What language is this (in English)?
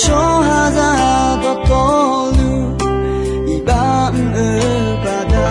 Akha